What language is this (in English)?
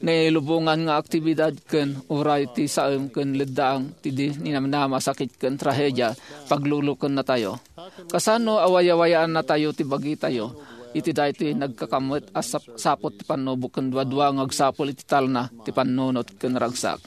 Iloko